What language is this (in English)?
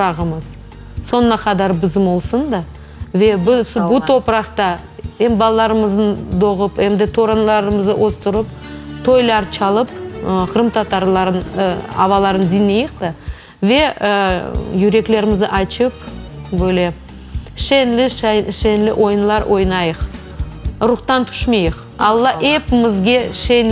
Crimean Tatar